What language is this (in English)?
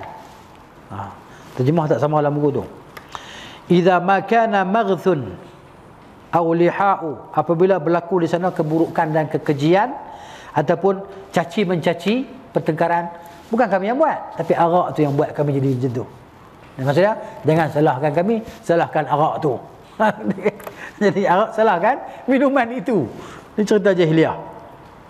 Malay